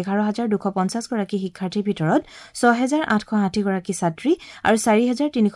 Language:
Assamese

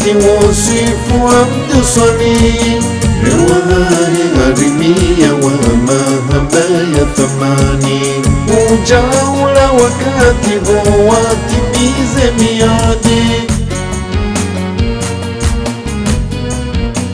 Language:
Swahili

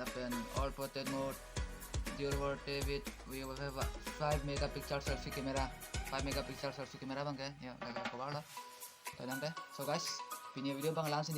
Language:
Karbi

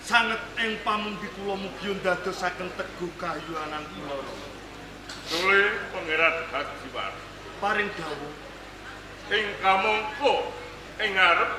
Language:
Javanese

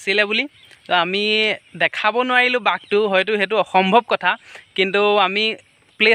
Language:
Assamese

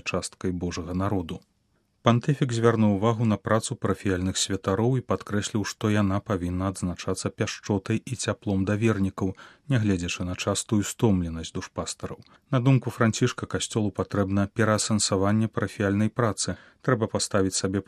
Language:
Belarusian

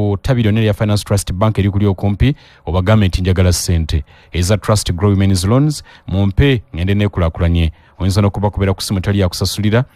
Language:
Ganda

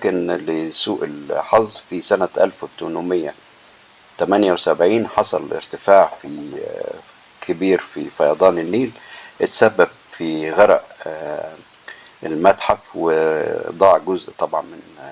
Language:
Egyptian Arabic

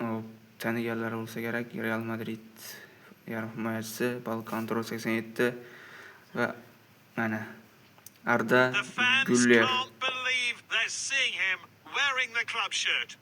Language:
Uzbek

